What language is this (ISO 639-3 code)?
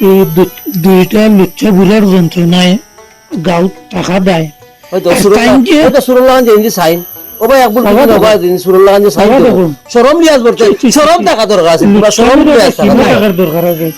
syl